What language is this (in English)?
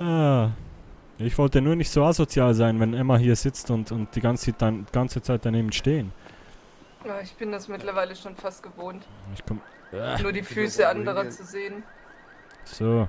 Swiss German